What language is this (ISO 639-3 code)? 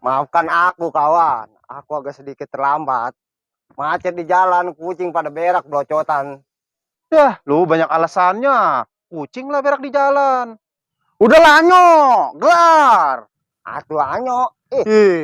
bew